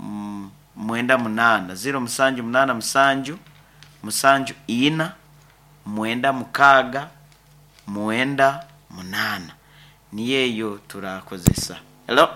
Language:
Nyankole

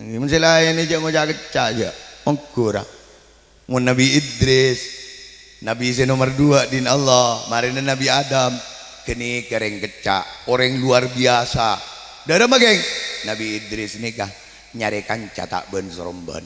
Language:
Madurese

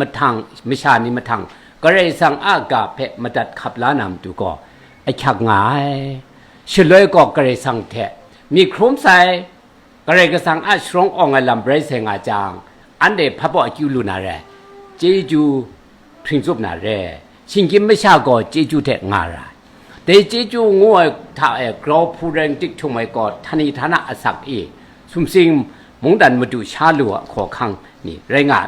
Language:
Kachin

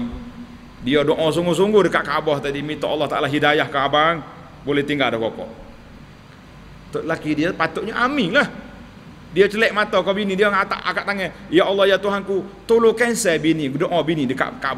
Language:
Malay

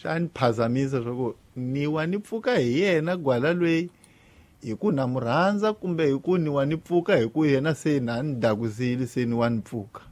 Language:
Tsonga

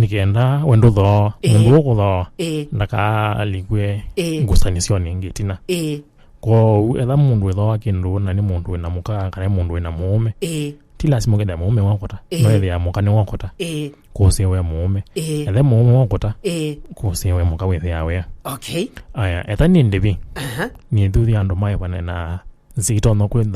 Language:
Kamba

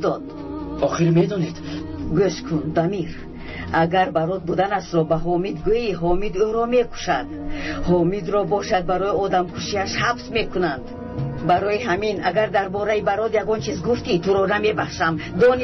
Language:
Tajik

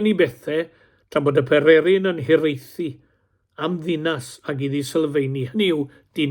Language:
Welsh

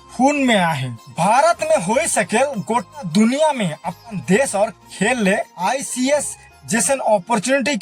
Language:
Sadri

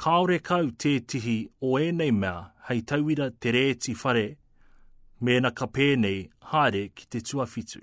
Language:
Māori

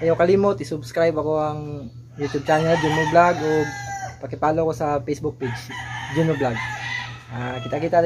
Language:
Cebuano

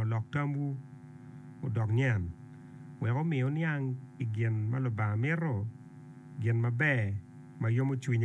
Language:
Acoli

